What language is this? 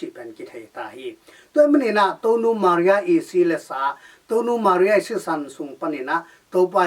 Tedim Chin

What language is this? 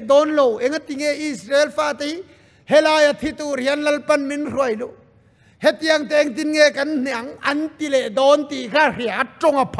Mizo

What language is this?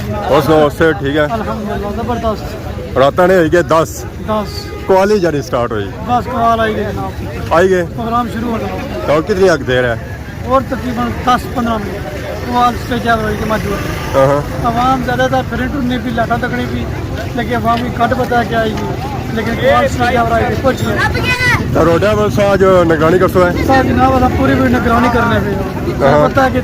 Pahari-Potwari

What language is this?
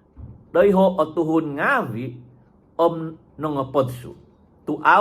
Central Dusun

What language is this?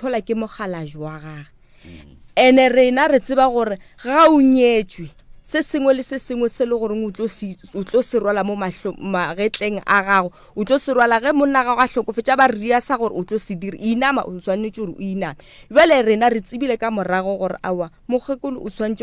Northern Sotho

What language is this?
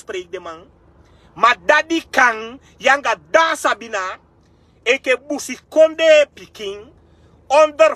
Sranan Tongo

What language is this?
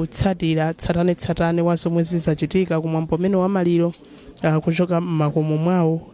Nyanja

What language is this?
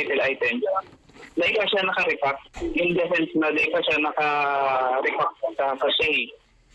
Bikol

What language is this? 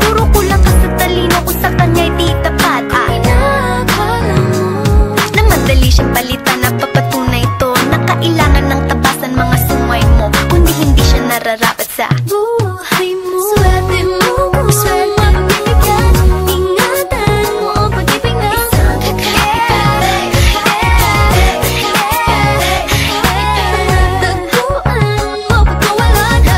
Filipino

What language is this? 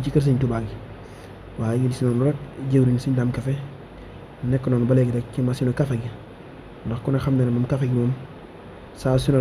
Wolof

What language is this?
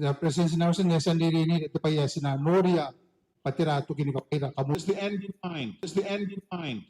Gilbertese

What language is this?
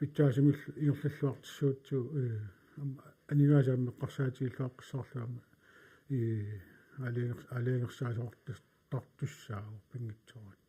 Kalaallisut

